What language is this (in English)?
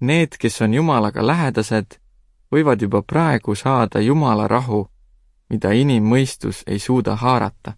Estonian